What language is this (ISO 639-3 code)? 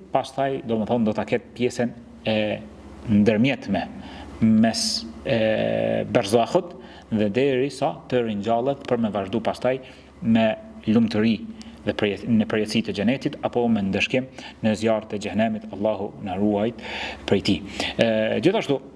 sqi